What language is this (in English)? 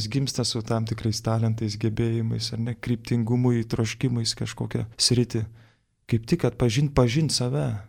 Lithuanian